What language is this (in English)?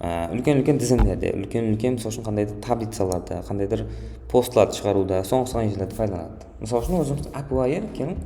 Kara-Kalpak